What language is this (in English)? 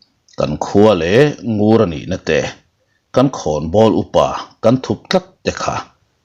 Mizo